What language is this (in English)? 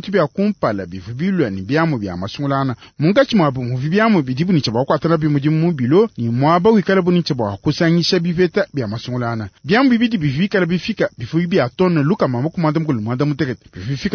Luba-Lulua